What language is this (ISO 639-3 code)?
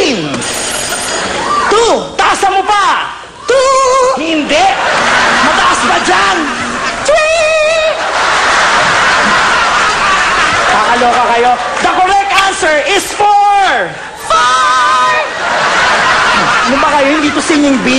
fil